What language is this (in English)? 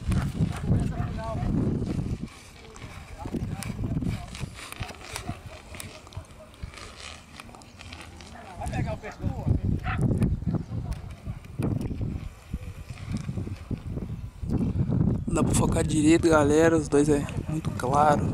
Portuguese